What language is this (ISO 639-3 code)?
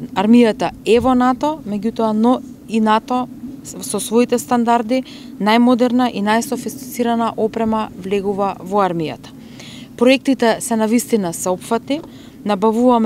mkd